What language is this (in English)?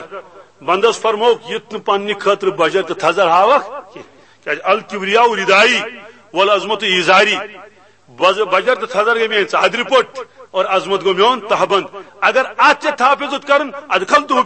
Kashmiri